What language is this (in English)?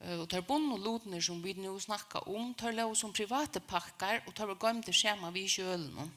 Faroese